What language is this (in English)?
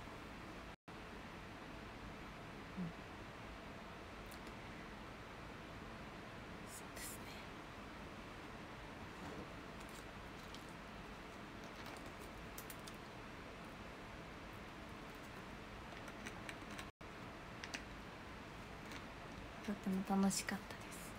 Japanese